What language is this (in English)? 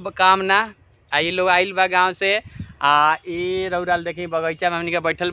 Bhojpuri